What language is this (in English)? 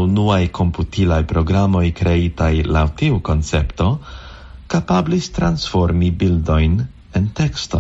Esperanto